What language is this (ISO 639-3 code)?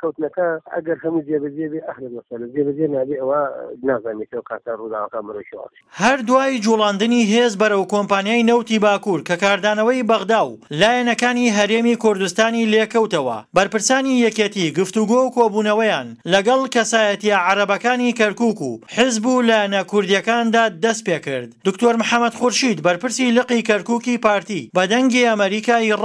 ckb